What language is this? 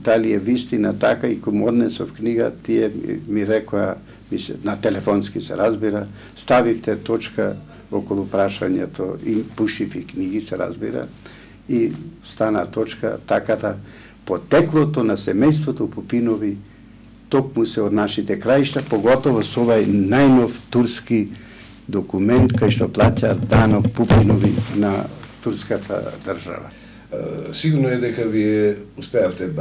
Macedonian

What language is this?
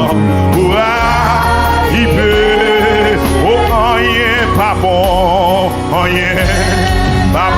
Haitian Creole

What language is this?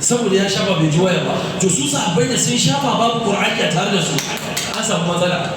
Hausa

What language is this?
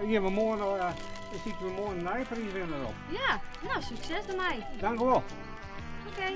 Western Frisian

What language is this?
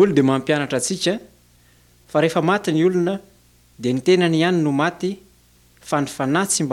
Malagasy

